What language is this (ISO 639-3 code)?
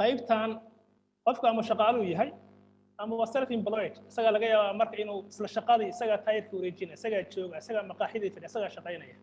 som